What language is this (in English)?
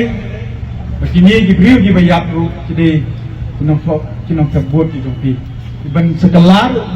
Khasi